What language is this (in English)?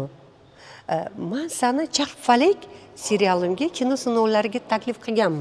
Uzbek